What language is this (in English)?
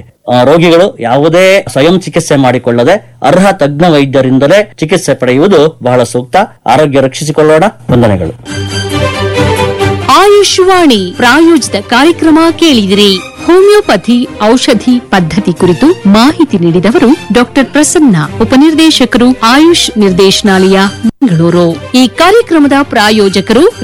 Kannada